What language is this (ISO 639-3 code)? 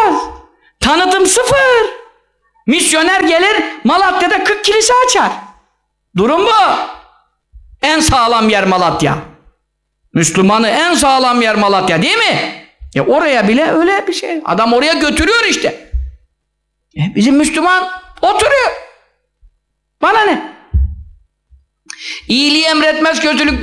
tur